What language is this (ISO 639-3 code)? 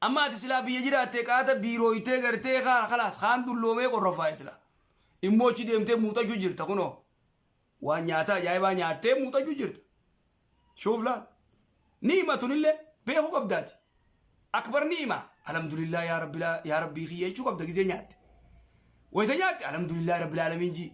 orm